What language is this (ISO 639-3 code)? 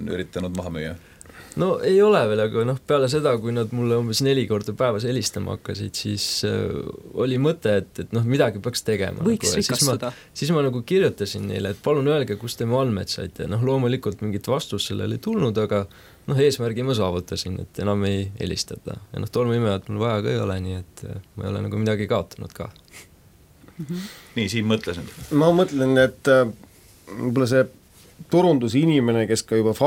est